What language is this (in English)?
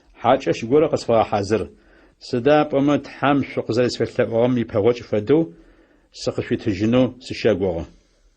Adyghe